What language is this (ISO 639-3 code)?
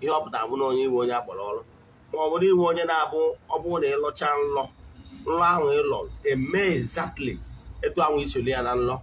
ibo